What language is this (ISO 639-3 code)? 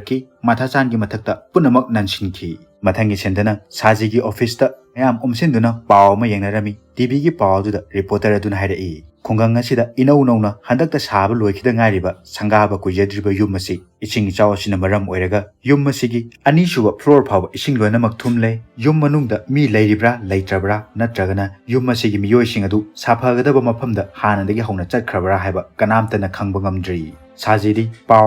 mni